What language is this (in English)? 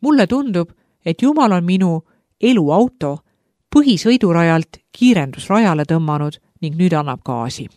Estonian